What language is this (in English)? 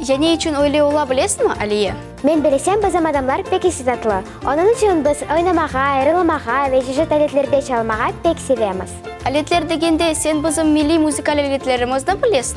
Crimean Tatar